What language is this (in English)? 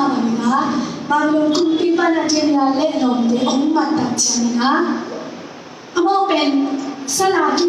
Tedim Chin